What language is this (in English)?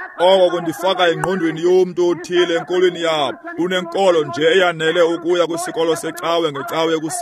Xhosa